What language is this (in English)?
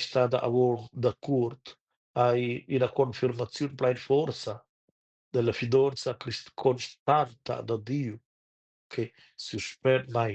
Romansh